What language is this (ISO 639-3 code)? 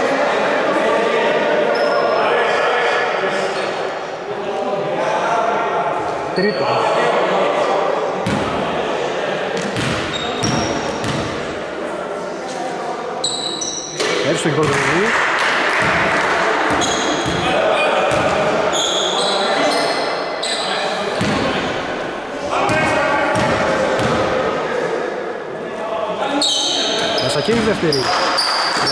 ell